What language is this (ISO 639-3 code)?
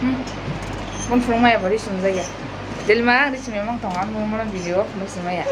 trp